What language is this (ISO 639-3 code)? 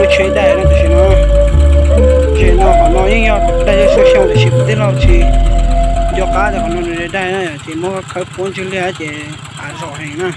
hmn